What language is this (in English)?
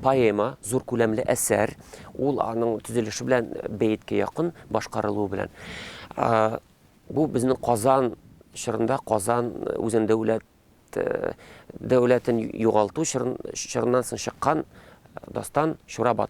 Tatar